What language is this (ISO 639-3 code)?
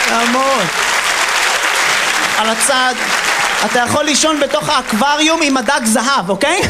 heb